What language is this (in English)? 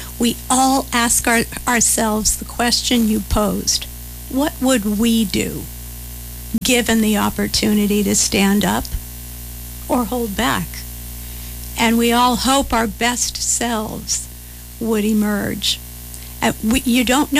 English